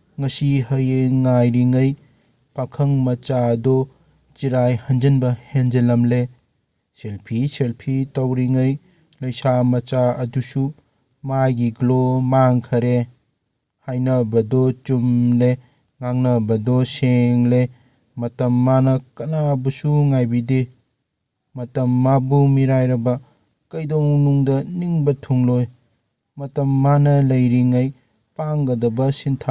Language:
Manipuri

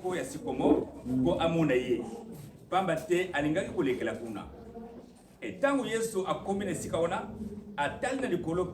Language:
Lingala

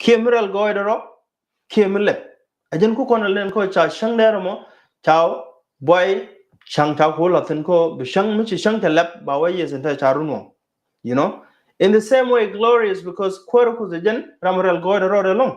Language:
Nuer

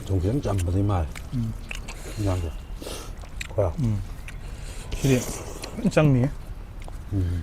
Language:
Manipuri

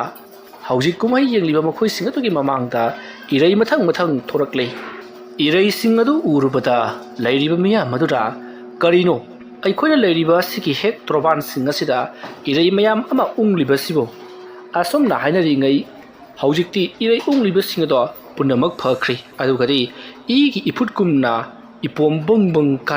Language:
Manipuri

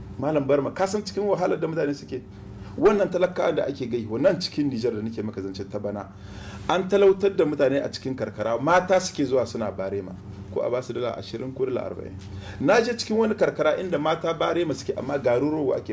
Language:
Hausa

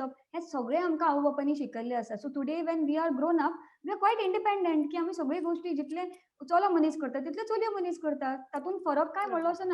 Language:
Konkani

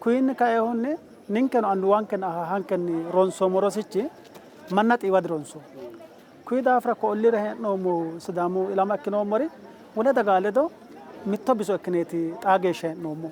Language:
Sidamo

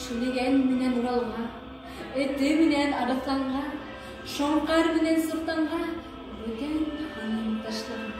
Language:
Bashkir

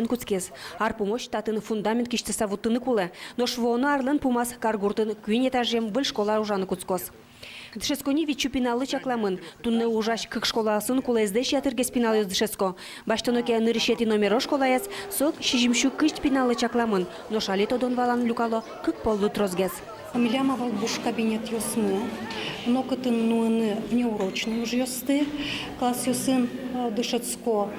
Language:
Udmurt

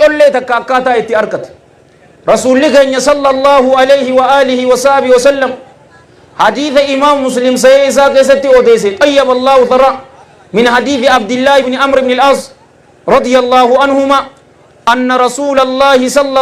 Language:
Oromo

